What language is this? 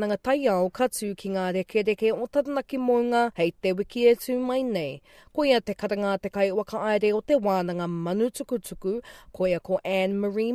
Māori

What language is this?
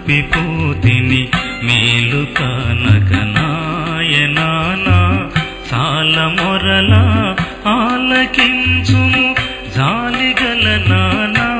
Telugu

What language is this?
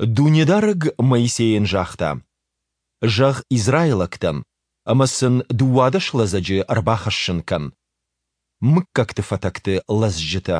Ossetic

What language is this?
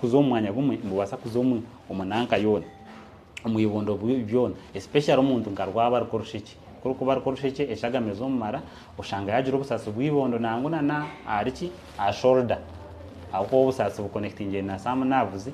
Nyankole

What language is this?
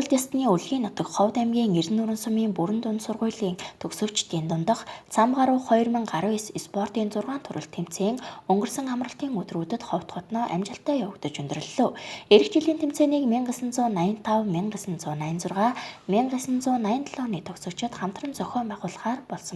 Mongolian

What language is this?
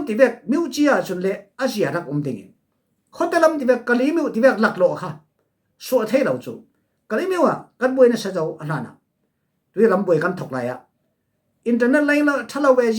Falam Chin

